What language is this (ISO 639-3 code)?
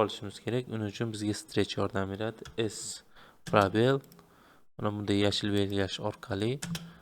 uzb